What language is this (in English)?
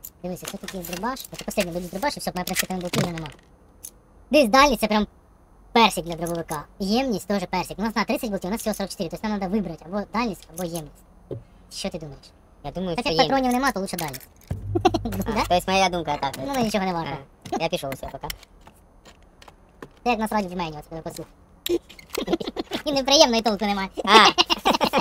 Ukrainian